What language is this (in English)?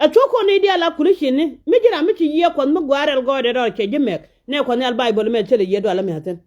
Nuer